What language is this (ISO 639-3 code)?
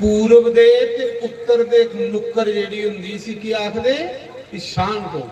doi